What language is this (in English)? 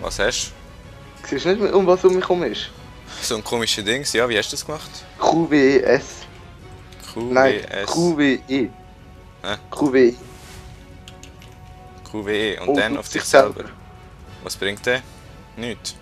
Swiss German